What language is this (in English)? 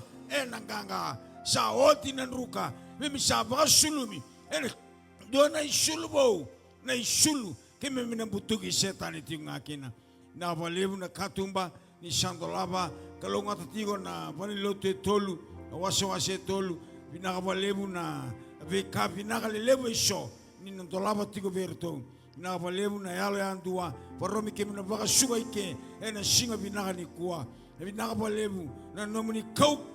Fijian